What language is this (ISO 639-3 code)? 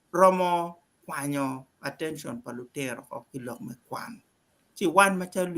ach